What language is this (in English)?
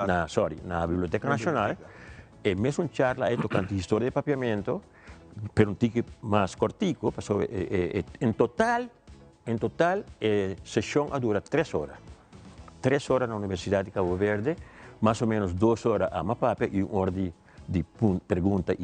Papiamento